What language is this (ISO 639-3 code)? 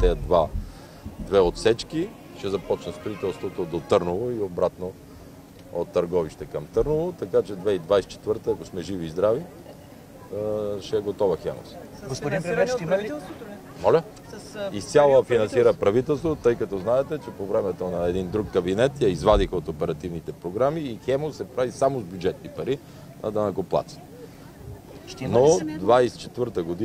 bul